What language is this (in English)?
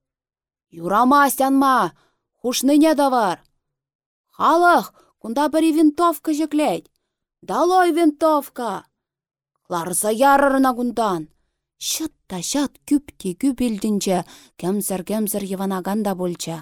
Chuvash